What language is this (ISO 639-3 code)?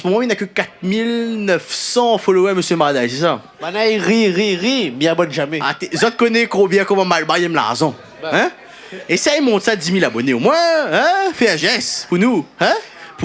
rcf